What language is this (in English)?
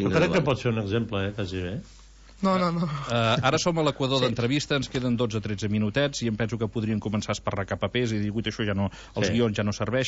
Catalan